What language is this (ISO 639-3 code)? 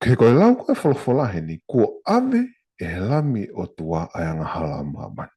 ton